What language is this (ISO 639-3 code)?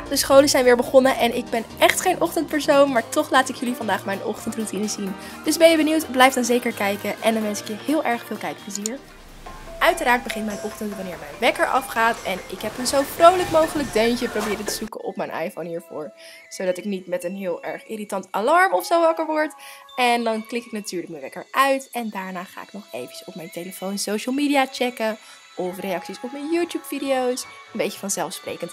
nld